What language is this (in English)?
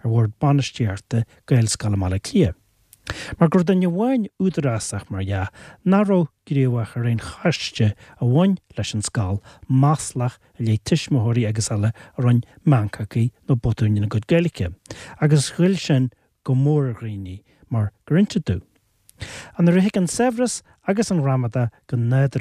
Irish